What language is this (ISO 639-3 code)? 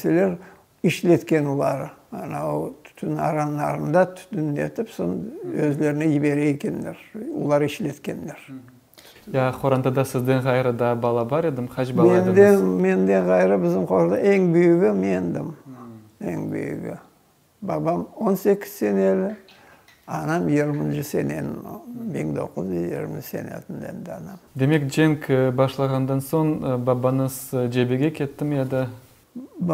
crh